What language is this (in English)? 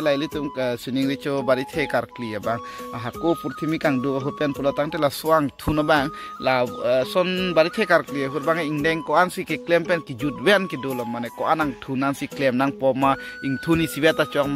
Karbi